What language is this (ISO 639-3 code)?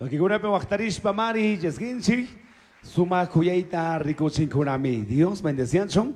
qug